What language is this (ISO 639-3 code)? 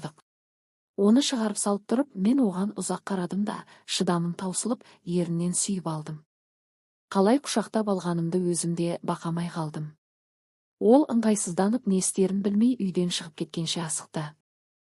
kaz